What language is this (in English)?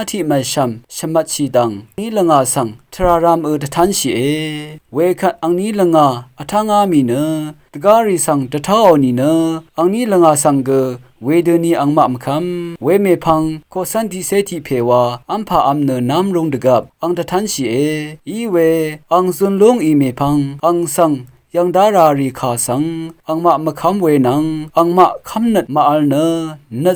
Rawang